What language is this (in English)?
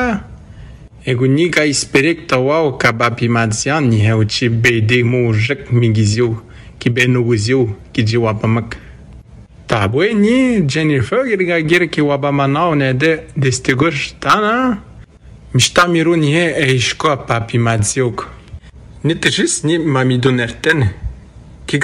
Atikamekw